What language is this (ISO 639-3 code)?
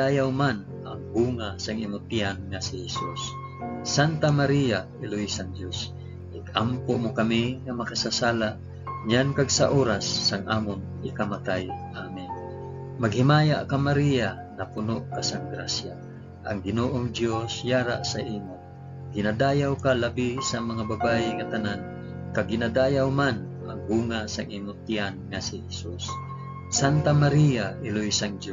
hil